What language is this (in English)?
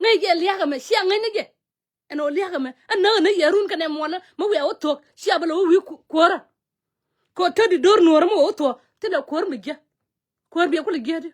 Nuer